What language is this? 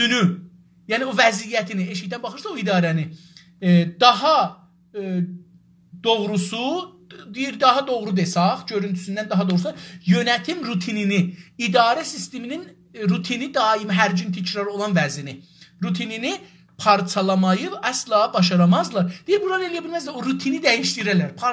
South Azerbaijani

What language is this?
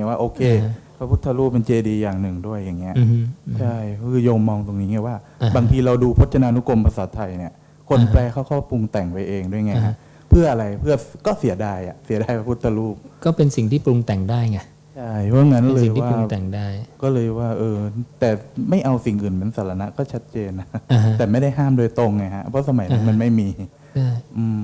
Thai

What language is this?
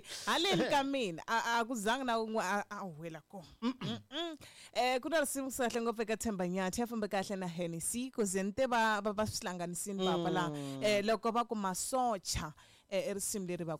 Tsonga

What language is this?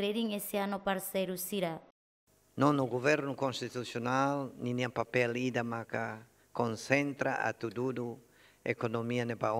Tetum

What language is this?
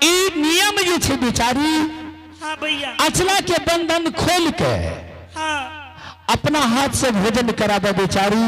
Angika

